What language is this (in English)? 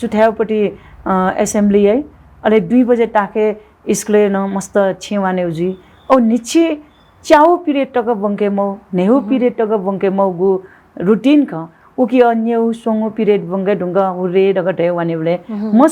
Newari